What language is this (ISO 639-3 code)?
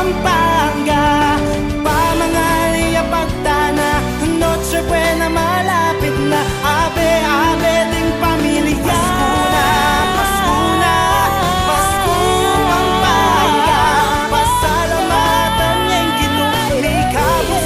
pam